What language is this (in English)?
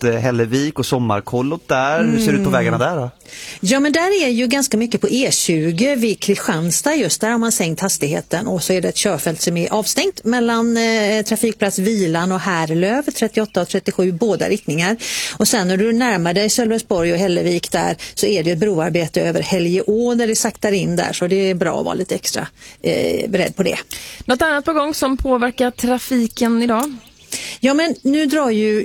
Swedish